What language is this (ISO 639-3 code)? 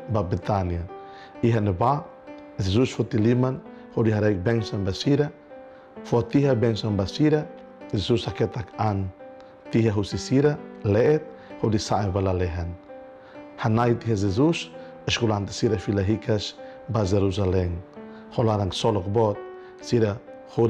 tet